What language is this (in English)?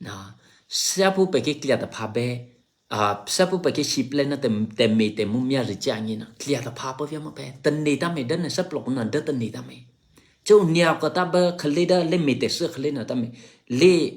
Eastern Kayah